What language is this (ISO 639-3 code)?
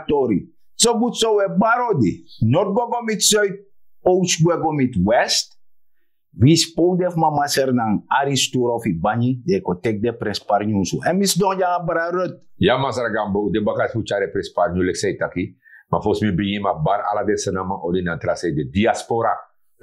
srn